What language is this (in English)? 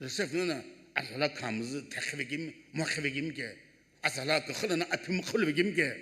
Sumi Naga